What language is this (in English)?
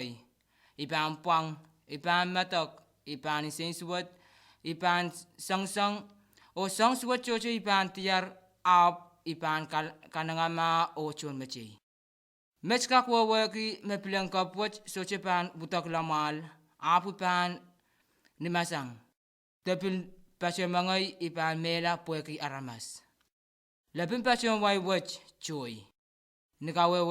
Pohnpeian